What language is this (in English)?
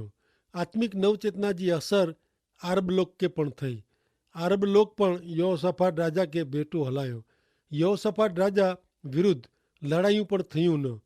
Kachhi